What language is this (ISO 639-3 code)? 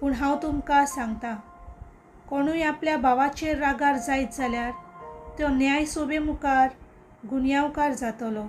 kok